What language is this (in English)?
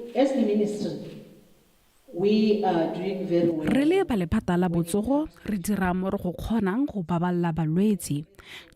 Tswana